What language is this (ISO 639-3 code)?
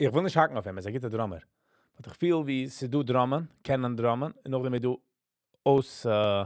yid